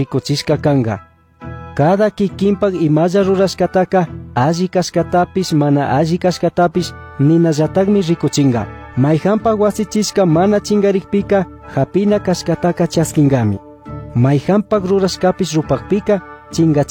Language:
Chimborazo Highland Quichua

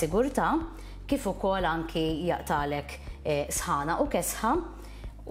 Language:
Maltese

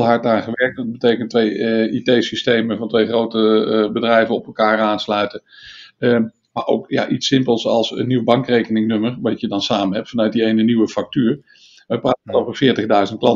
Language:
Dutch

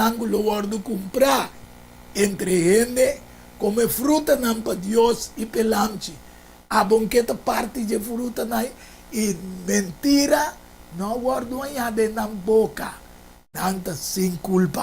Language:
Papiamento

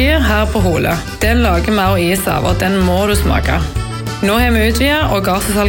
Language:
Norwegian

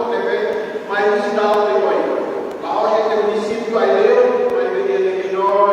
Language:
Tetum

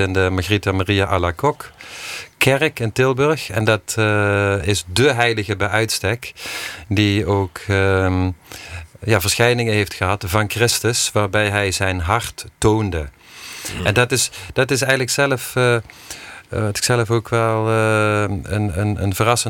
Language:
Dutch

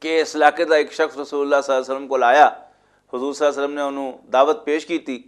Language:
Western Panjabi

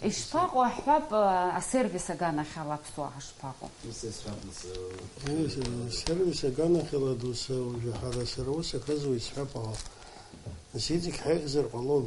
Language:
Abkhazian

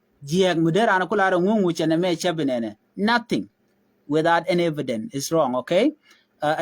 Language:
Nuer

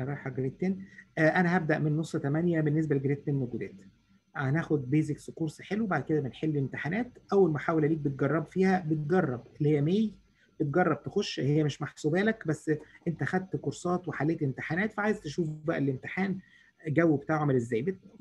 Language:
Egyptian Arabic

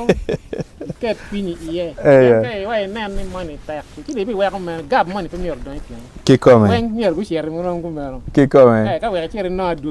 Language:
Acoli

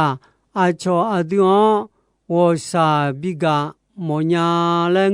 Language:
Akha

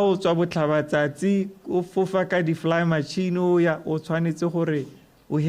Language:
Tswana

